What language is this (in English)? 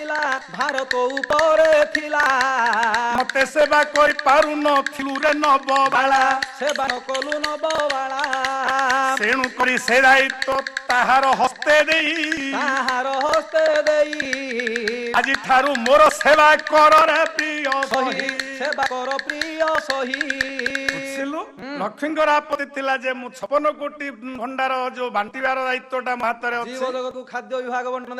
Odia